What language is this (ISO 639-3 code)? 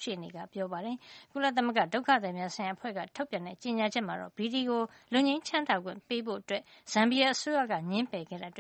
mya